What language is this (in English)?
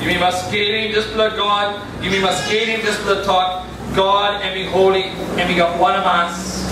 Tok Pisin